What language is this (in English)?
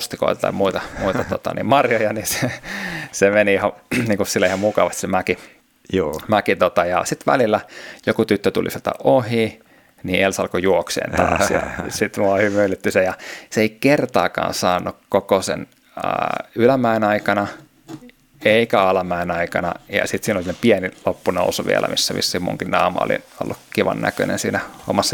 Finnish